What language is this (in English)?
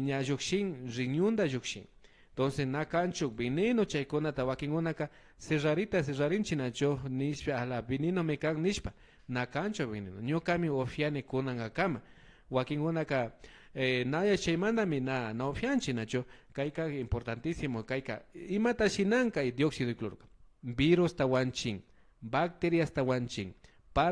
Imbabura Highland Quichua